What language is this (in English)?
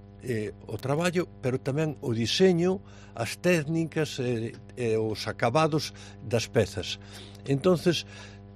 Galician